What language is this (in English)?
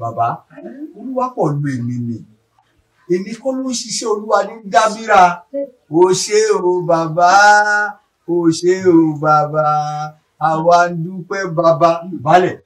Yoruba